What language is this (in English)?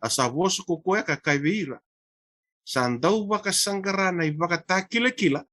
Fijian